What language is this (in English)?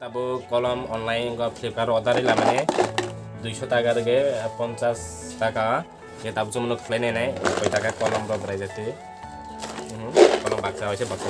Kok Borok